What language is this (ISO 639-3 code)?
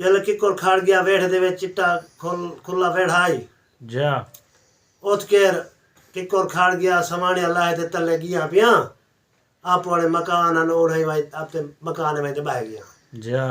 skr